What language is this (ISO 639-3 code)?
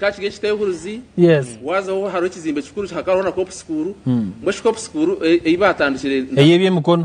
nyn